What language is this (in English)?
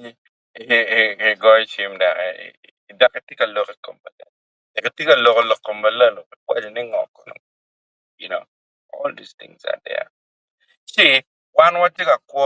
Acoli